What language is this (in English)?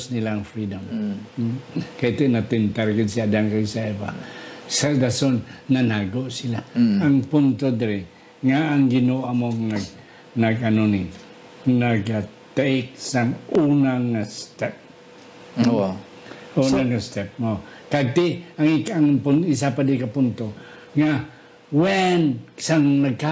Hiligaynon